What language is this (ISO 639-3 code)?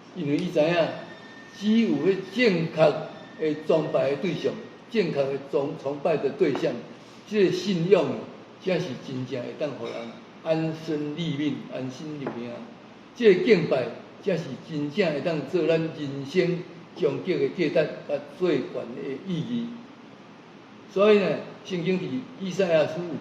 nan